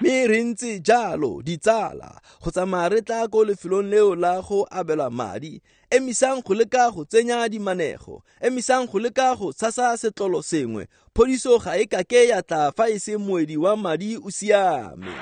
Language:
Tswana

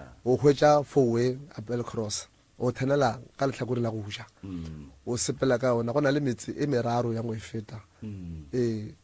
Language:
Northern Sotho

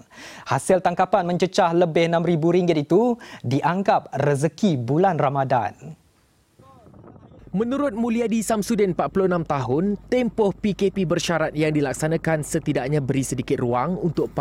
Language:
Malay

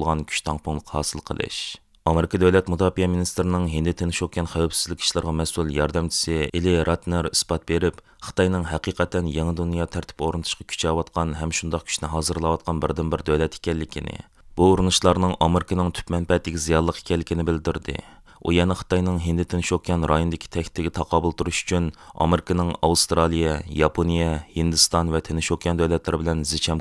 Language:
Uyghur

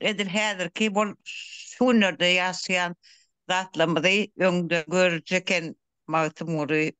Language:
Turkmen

